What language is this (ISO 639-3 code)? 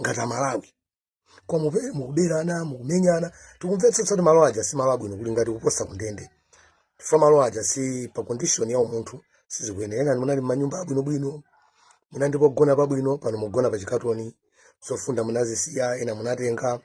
nya